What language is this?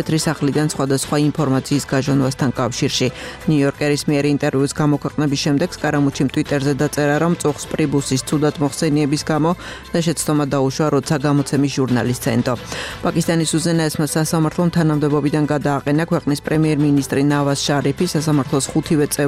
Georgian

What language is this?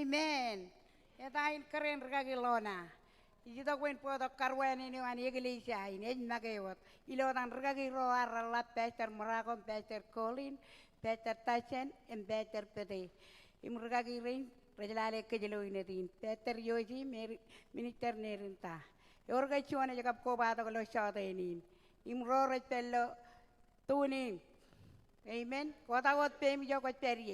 Marshallese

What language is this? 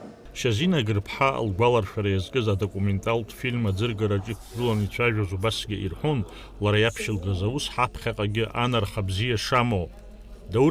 Abkhazian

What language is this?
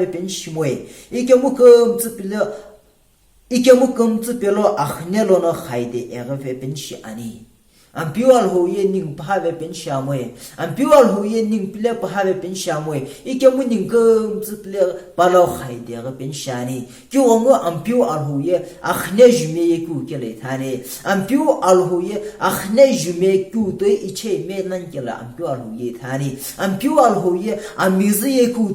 Sumi Naga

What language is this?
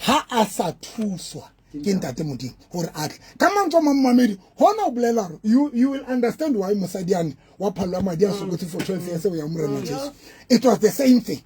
Southern Sotho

